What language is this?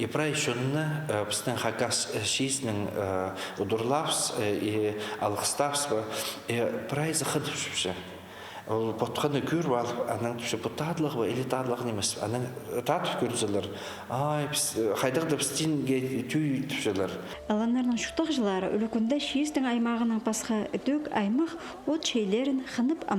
Khakas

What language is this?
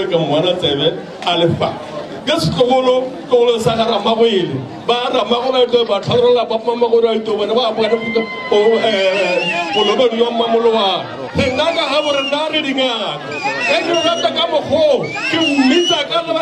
Northern Sotho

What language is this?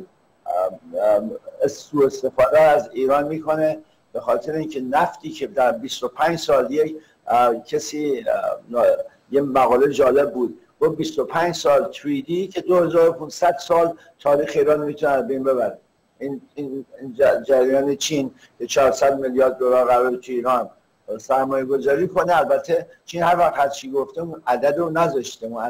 Persian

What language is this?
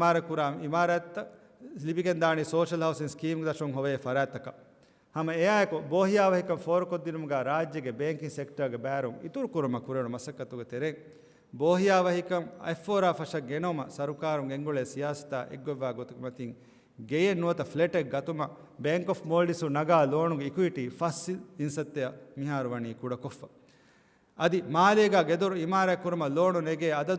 Divehi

